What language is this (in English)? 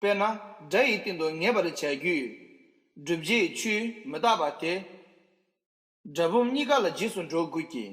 Tibetan